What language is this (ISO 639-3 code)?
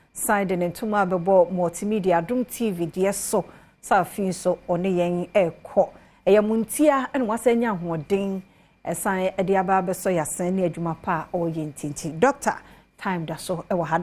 aka